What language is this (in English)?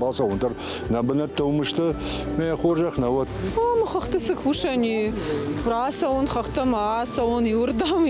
Ossetic